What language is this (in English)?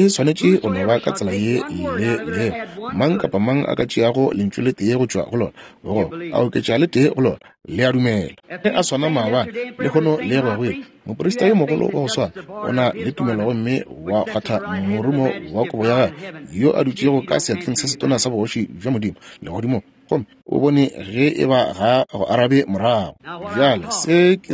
Northern Sotho